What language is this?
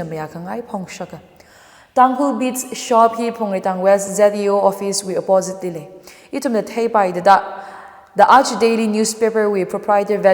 Tangkhul Naga (India)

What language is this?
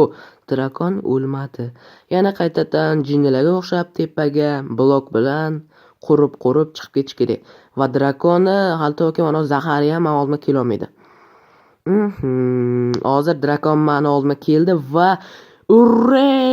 Uzbek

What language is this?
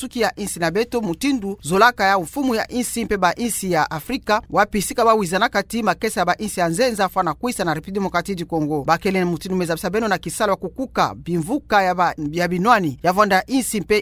Kituba (Democratic Republic of Congo)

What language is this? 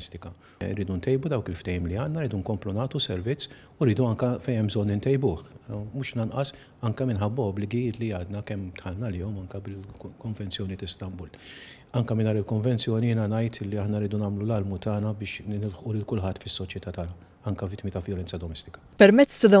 Maltese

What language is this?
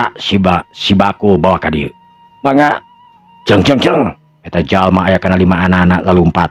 Sundanese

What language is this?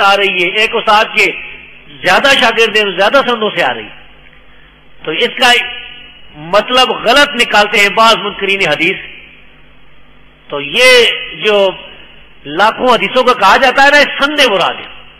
Urdu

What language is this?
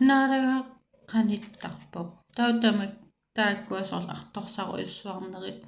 Kalaallisut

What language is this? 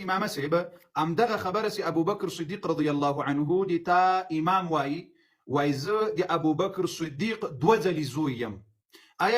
Pashto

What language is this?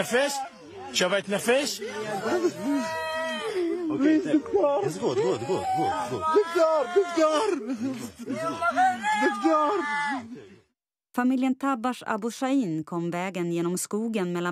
Swedish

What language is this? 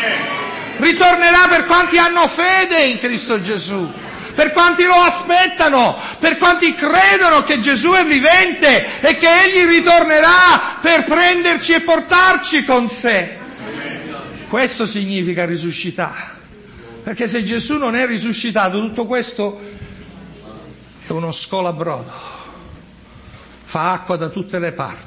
Italian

